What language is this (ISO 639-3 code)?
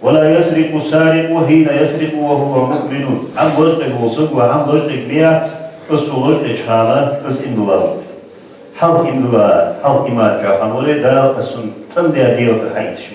inh